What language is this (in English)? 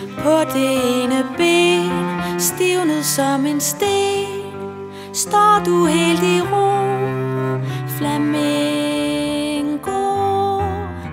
Danish